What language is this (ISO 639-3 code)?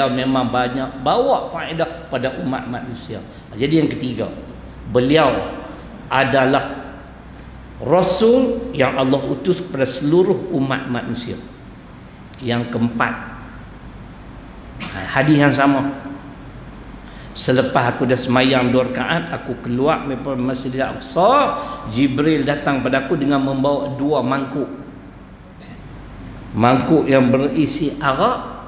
msa